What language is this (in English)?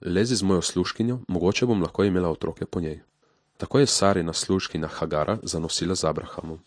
Slovenian